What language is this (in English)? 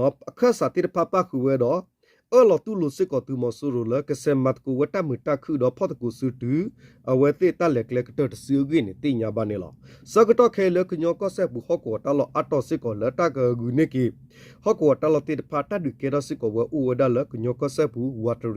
S'gaw Karen